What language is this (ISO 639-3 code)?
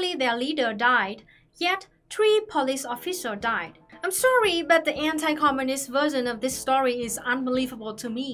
eng